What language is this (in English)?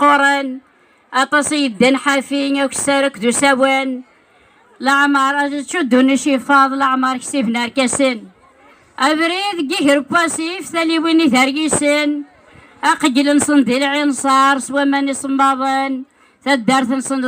Kabyle